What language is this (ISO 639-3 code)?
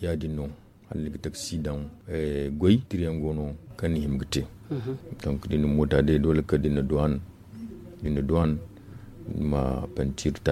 dje